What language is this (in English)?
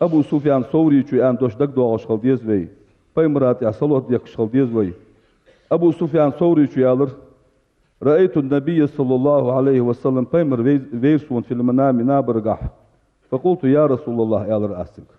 Ingush